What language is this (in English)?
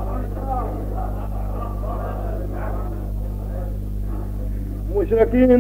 Urdu